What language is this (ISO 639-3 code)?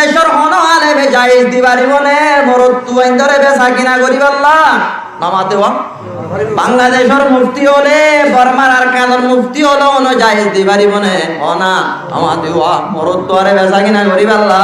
rhg